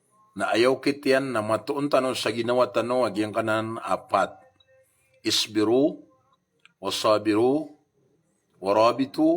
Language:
Maranao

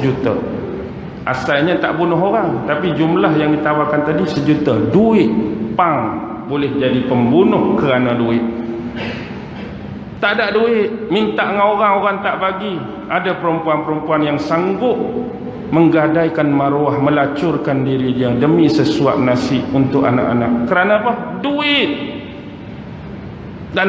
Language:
Malay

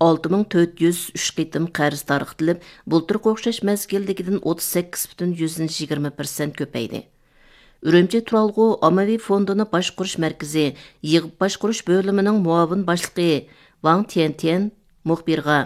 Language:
Uyghur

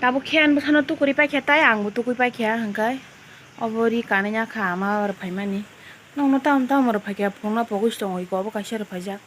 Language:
Kok Borok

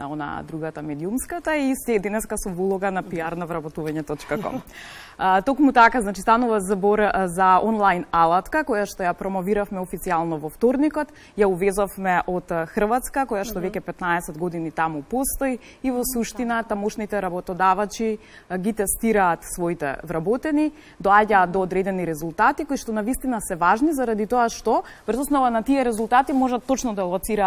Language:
Macedonian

